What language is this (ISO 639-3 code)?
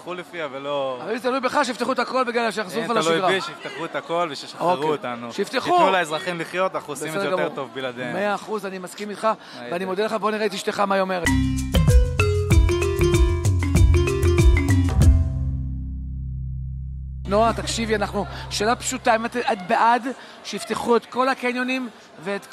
heb